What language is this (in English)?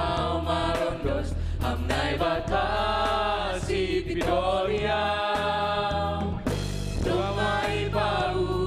Batak Simalungun